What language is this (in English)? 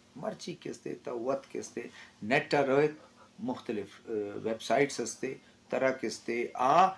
Eastern Balochi